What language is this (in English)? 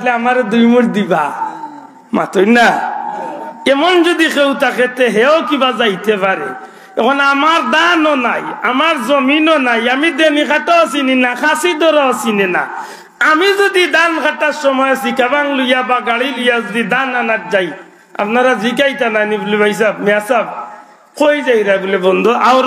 Sylheti